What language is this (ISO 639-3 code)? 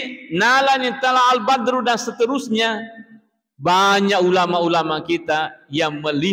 bug